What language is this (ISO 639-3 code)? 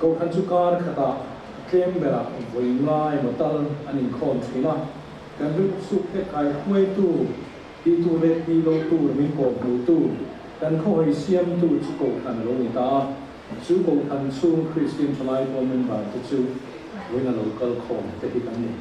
lus